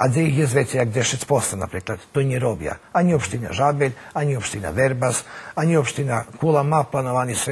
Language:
Rusyn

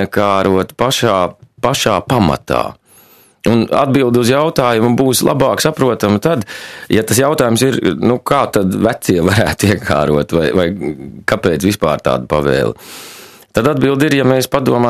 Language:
Latvian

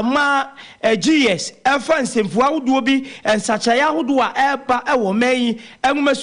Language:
Akan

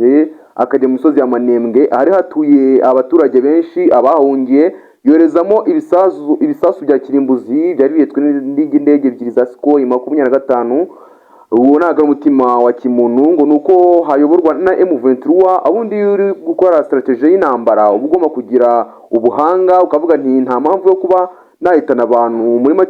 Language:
Kinyarwanda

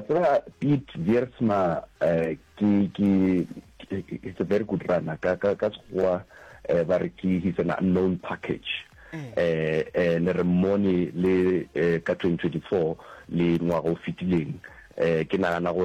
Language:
Northern Sotho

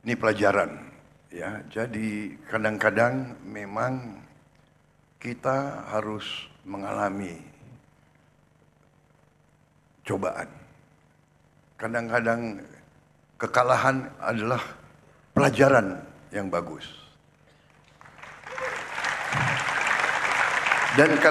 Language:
Indonesian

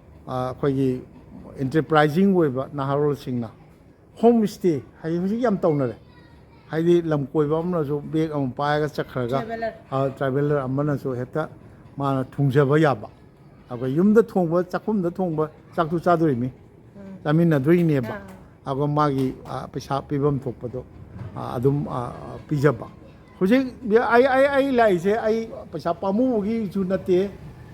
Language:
Manipuri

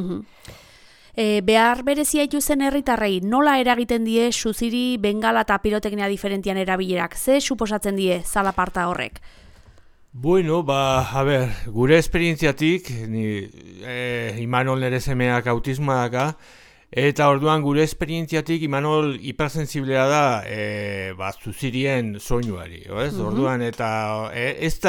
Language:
Basque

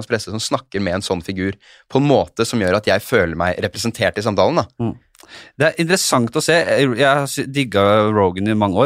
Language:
Norwegian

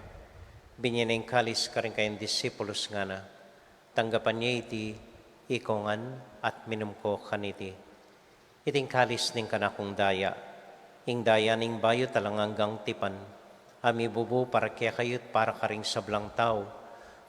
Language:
Pampanga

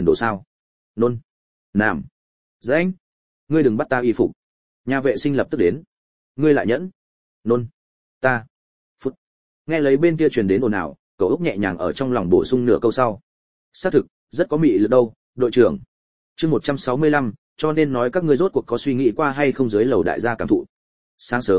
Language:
Vietnamese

